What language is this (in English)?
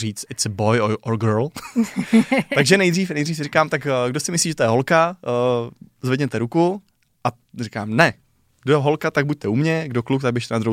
Czech